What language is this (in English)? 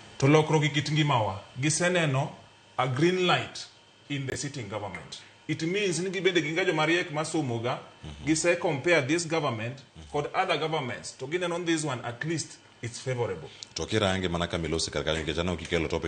Luo (Kenya and Tanzania)